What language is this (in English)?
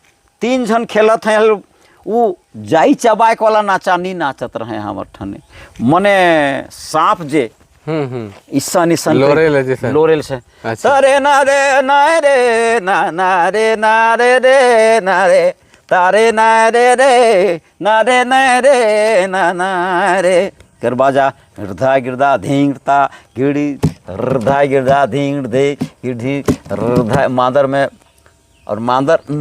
Sadri